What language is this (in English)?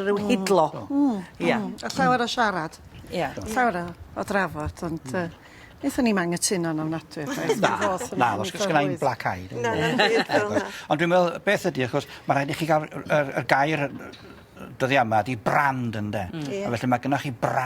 Welsh